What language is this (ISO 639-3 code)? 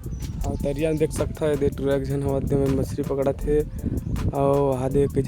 hne